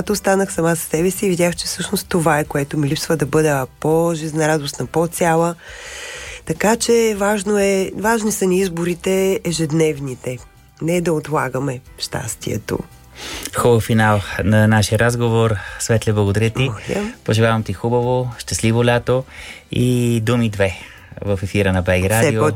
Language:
Bulgarian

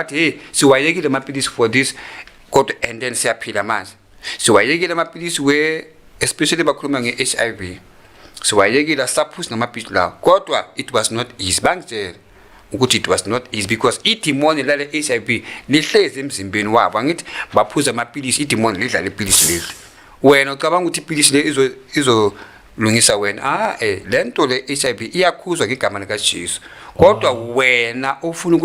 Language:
Zulu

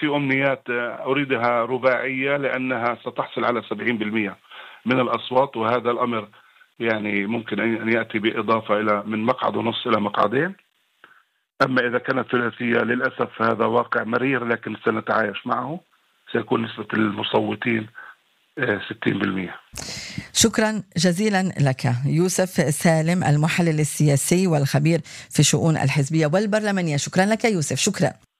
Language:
Arabic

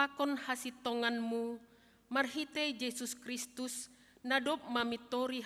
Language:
Batak Simalungun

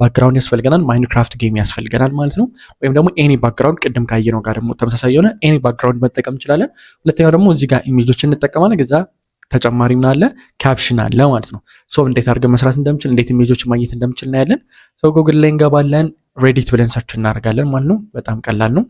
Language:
Amharic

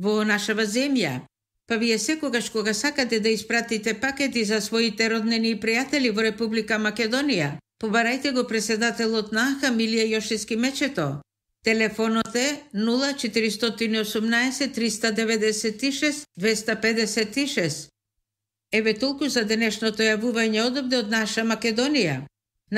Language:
Macedonian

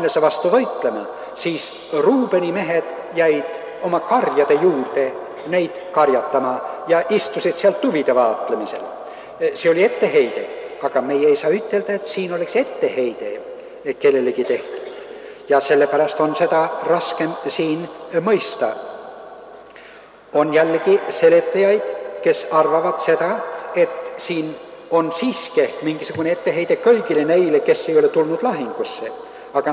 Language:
Estonian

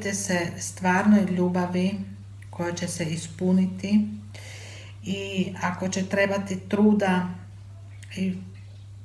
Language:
Croatian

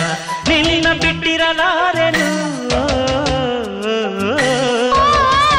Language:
Kannada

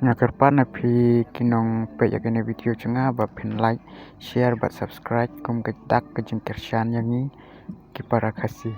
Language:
Khasi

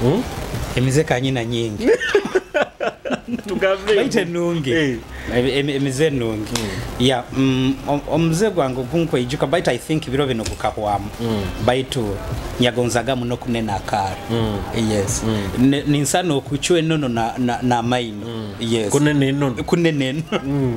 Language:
Nyoro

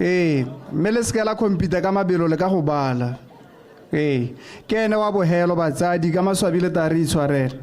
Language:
Tswana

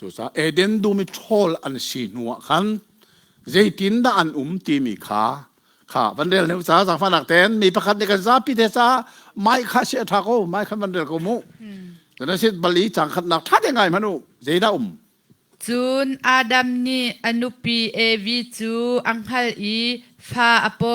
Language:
Hakha Chin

